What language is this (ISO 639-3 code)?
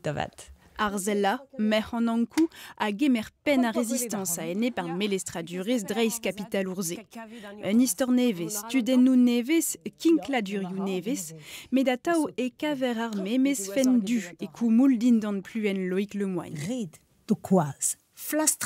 bre